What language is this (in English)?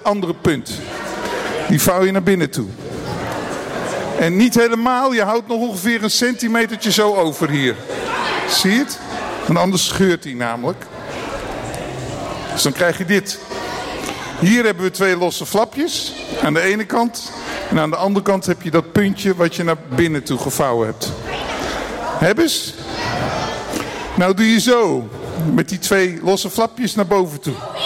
Dutch